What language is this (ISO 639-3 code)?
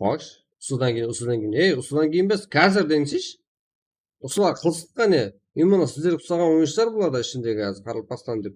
kaa